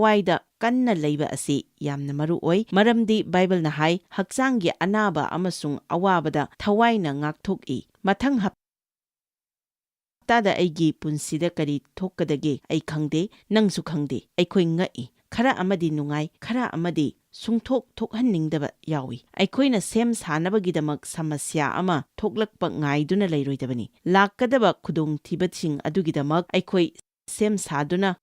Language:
Manipuri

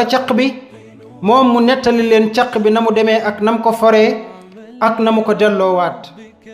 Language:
Wolof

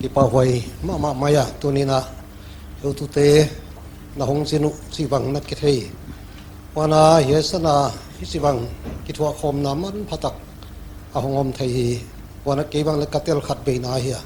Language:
Paite Chin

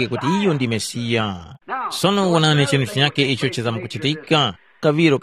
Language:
Tumbuka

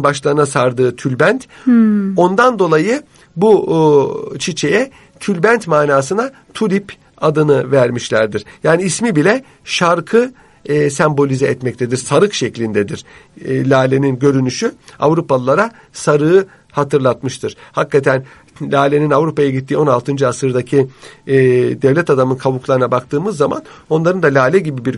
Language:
Turkish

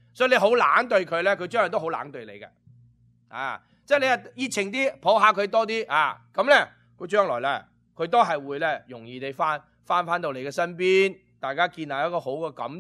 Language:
Cantonese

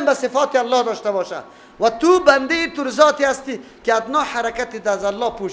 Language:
Persian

